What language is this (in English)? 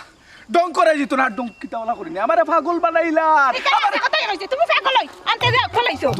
Sylheti